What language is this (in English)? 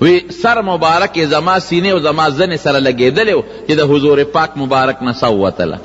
Pashto